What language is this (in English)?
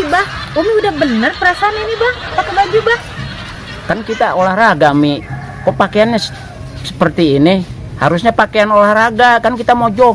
Betawi